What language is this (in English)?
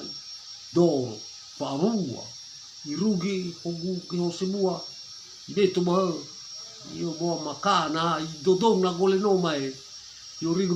Nias